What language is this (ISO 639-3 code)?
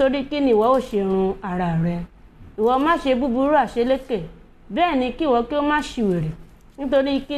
yor